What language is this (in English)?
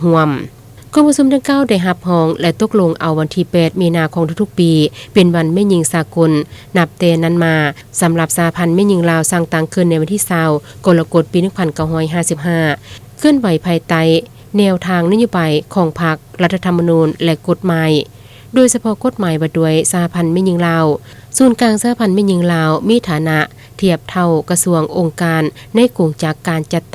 Lao